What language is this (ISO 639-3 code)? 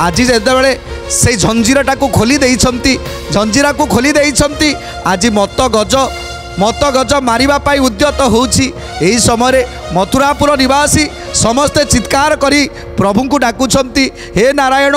ori